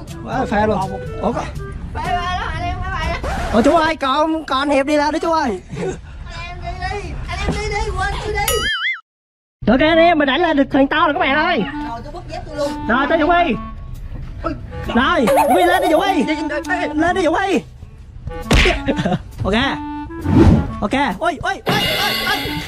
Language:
Vietnamese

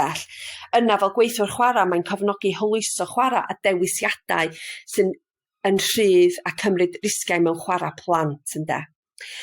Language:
Welsh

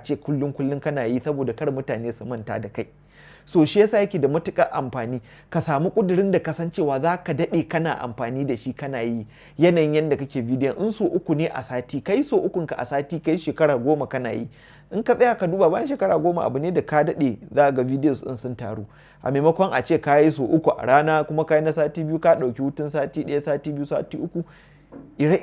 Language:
Hausa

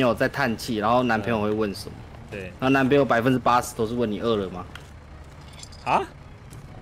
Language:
Chinese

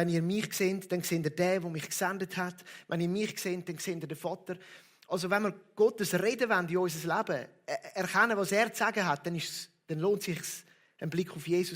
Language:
Swiss German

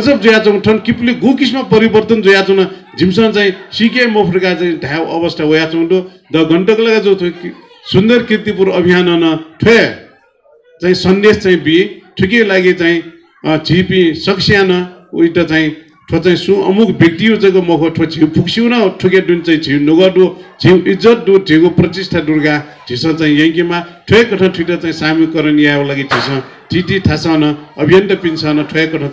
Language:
Newari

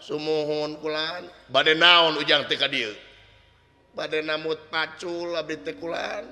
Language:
Sundanese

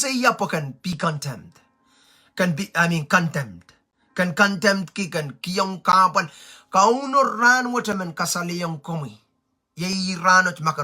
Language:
Pohnpeian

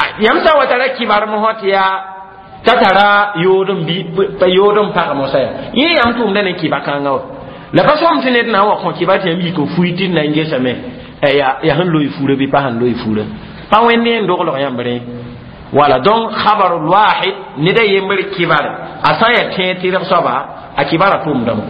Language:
Mossi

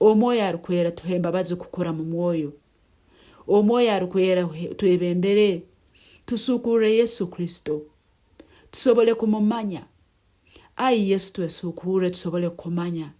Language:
Nyoro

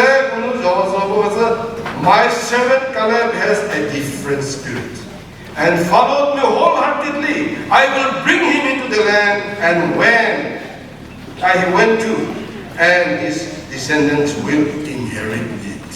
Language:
Chokri Naga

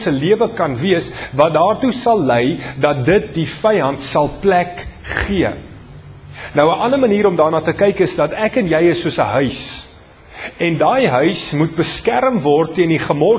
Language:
Afrikaans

